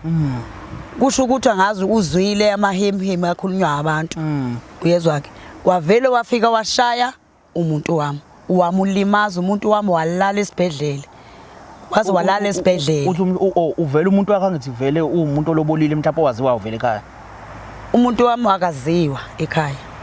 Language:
Zulu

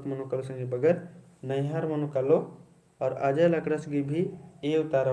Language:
Kurukh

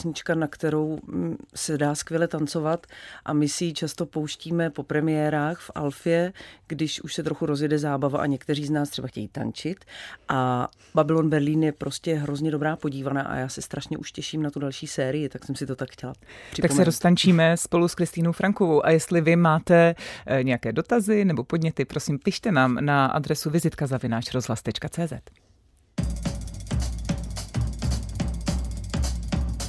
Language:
Czech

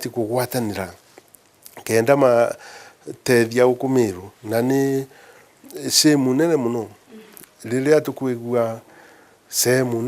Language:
Meru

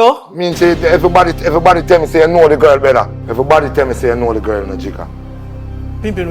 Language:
Jamaican Creole English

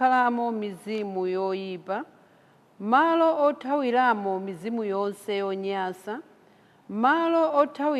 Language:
Nyanja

